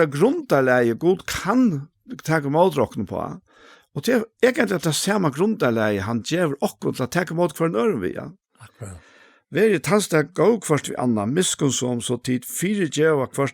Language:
Faroese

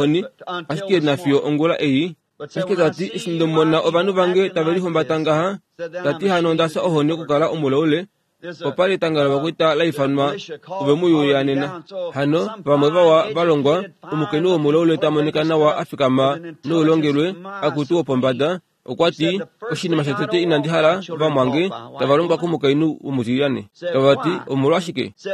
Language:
Kuanyama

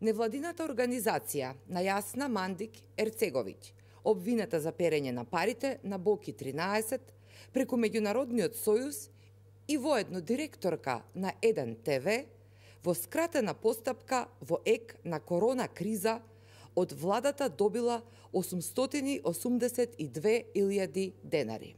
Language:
Macedonian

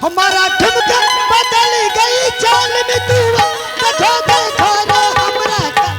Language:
Angika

